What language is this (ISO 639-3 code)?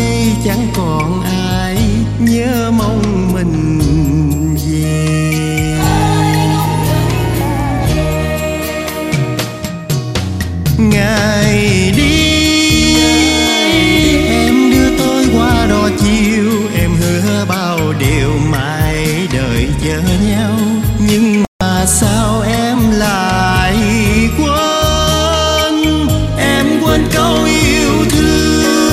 vie